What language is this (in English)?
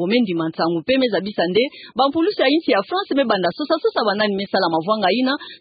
Kituba (Democratic Republic of Congo)